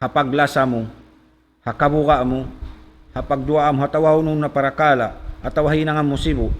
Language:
Tausug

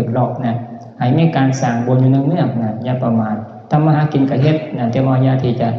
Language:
Northeastern Thai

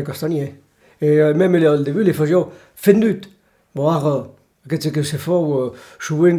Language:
Occitan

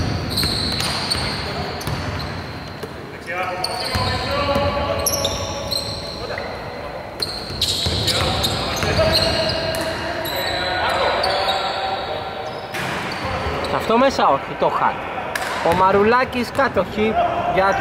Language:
Greek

